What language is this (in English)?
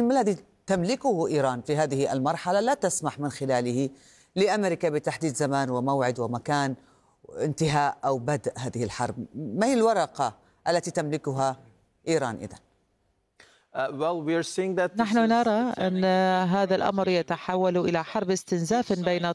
Arabic